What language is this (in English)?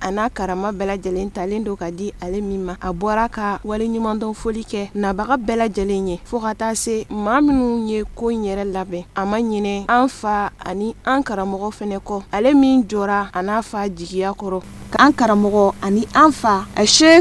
Bambara